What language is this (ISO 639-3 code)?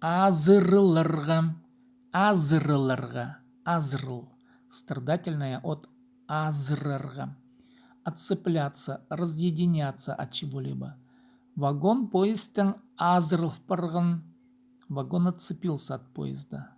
kjh